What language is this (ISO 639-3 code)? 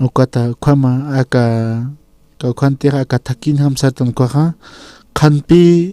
aym